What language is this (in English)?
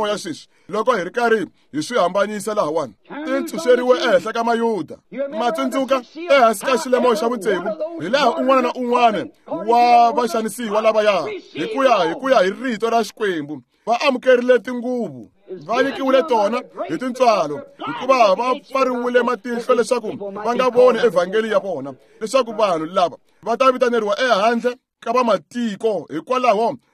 Tsonga